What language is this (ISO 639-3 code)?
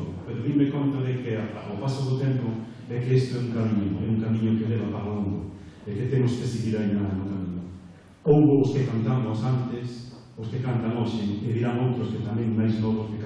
glg